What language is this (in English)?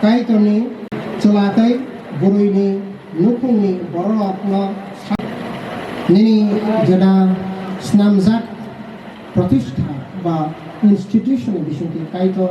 Kok Borok